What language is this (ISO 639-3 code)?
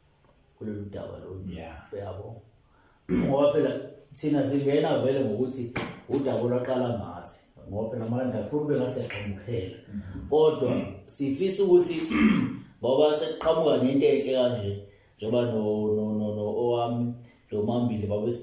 zul